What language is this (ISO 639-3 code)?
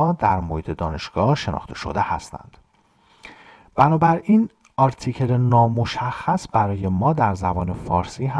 fas